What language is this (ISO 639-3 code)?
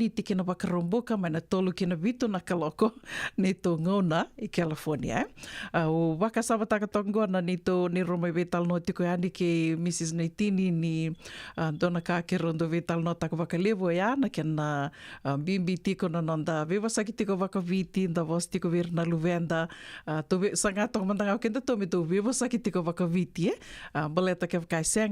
fij